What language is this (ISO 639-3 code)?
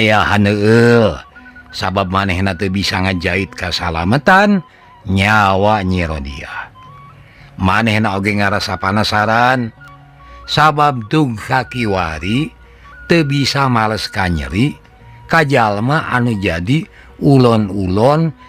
sun